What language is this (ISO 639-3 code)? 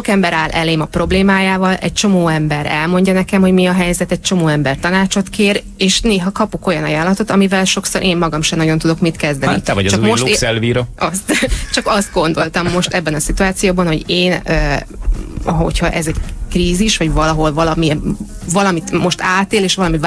hun